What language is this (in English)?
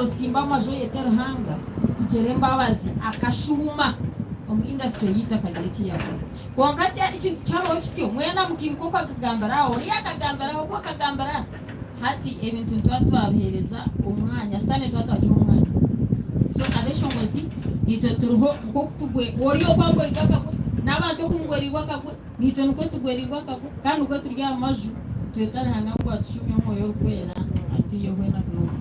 Nyankole